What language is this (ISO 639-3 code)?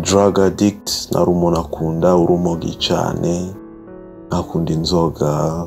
run